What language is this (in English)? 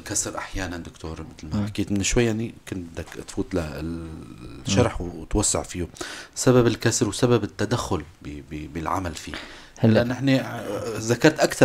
North Levantine Arabic